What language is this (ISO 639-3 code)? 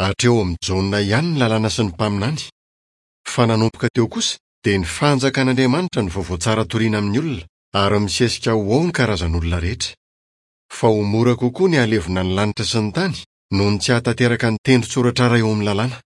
mlg